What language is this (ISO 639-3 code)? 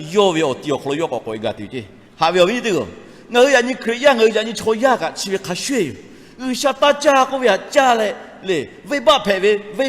lhu